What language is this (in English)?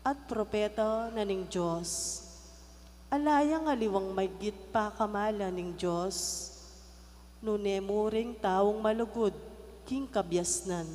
Pampanga